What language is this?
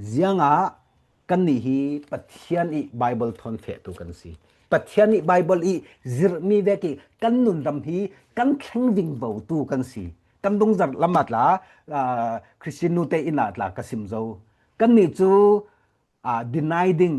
Falam Chin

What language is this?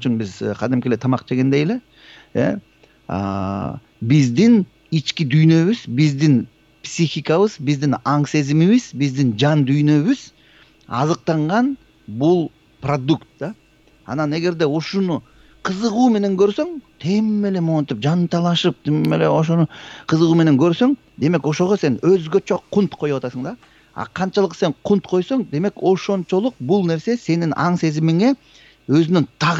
Kyrgyz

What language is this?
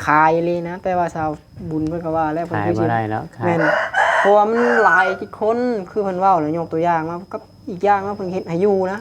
Northeastern Thai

